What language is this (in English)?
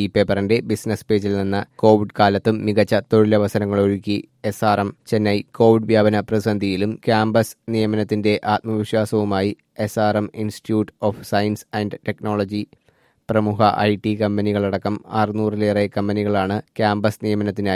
Malayalam